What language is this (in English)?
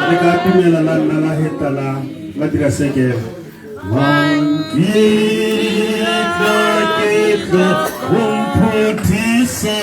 Tswana